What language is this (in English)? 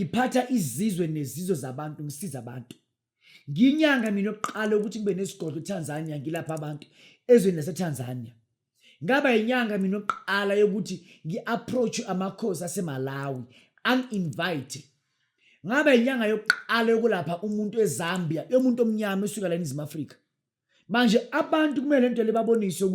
Zulu